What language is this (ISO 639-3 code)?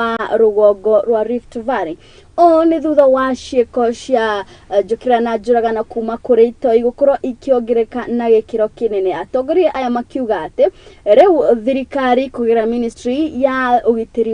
kik